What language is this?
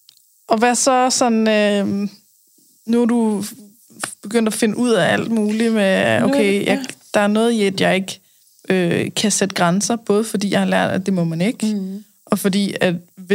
Danish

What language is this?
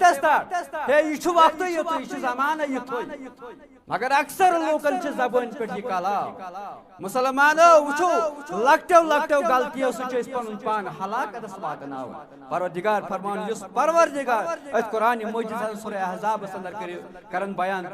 Kashmiri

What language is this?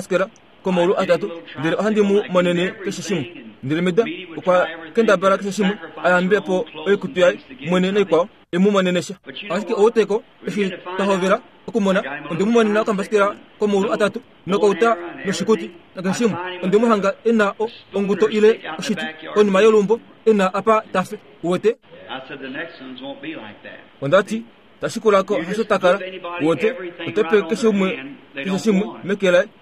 Kuanyama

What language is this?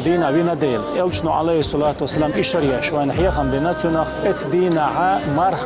Chechen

